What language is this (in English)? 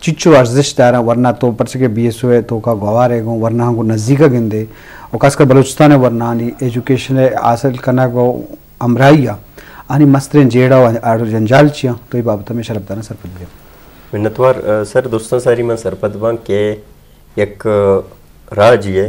Eastern Balochi